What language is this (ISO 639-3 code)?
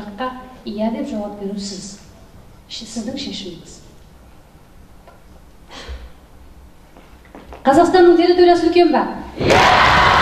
kaz